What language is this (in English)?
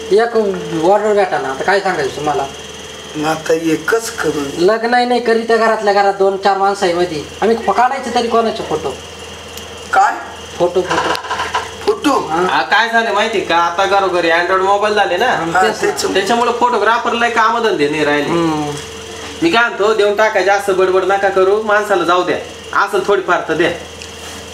Marathi